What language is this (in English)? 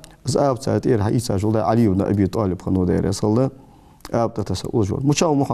Ingush